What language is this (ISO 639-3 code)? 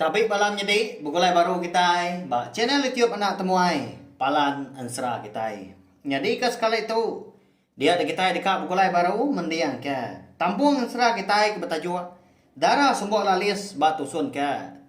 iba